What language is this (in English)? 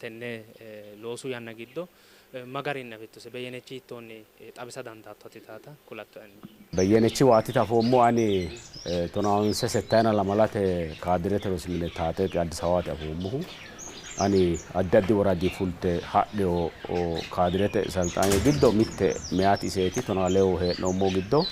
Sidamo